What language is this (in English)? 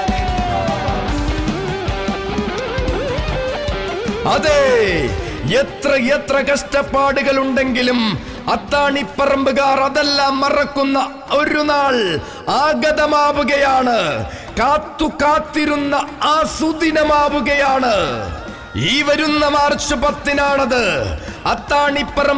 Malayalam